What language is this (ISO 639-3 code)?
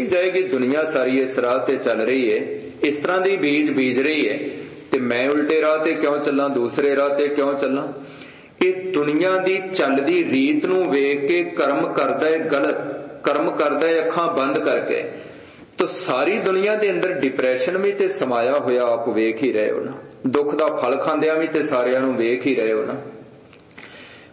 pan